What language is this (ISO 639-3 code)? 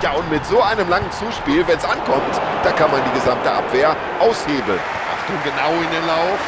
bar